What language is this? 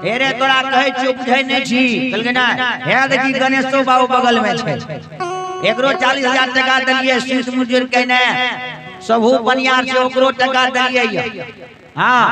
Maithili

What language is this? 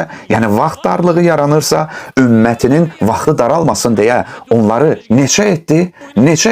Azerbaijani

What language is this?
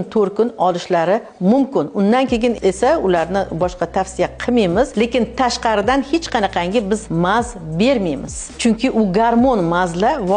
Uzbek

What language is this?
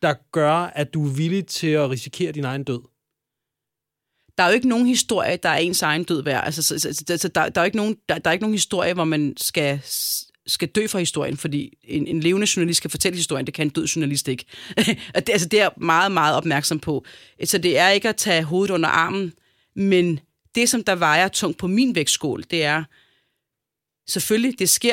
Danish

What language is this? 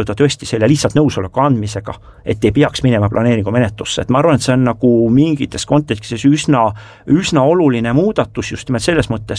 Estonian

